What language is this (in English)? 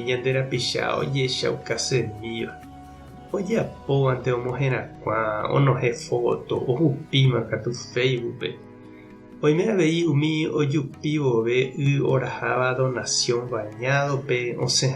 Guarani